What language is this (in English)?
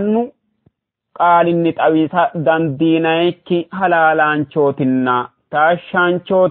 Sidamo